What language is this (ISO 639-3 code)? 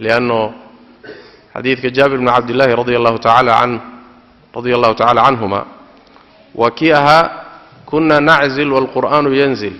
som